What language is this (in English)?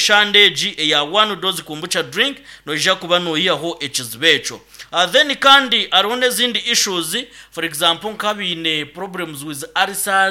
Nyankole